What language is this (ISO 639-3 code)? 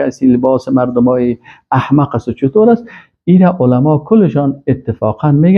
fas